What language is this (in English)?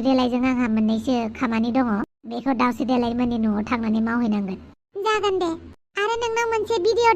Bodo